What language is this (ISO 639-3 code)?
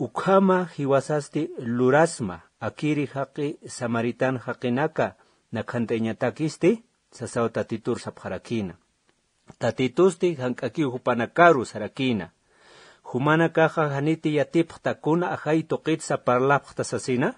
aym